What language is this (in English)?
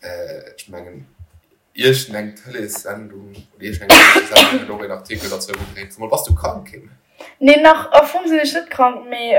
Luxembourgish